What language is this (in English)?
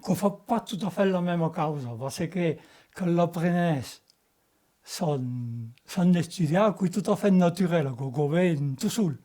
Occitan